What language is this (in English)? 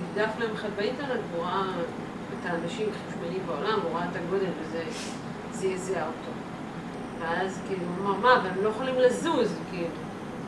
Hebrew